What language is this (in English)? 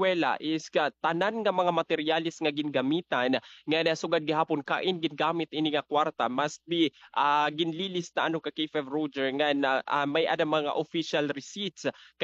Waray